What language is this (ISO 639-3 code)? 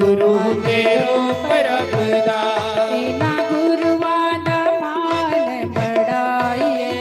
doi